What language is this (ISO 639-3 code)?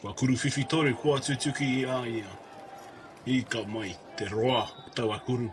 mri